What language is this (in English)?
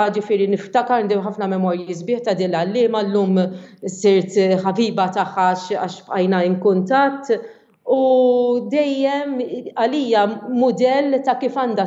Maltese